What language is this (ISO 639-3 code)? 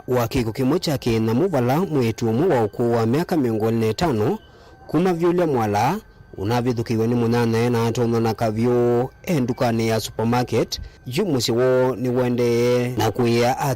kam